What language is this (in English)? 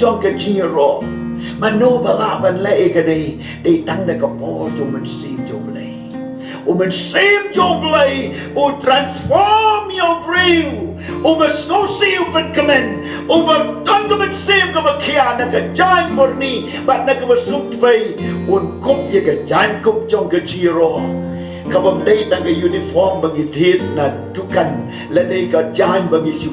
Khasi